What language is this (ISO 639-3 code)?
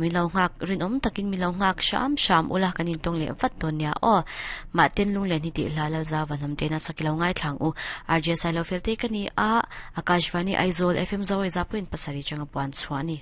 lus